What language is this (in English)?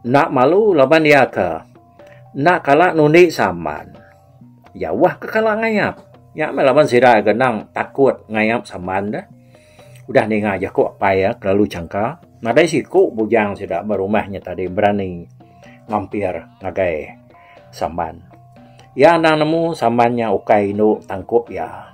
Iban